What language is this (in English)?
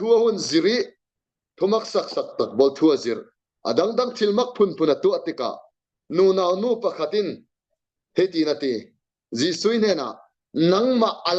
Falam Chin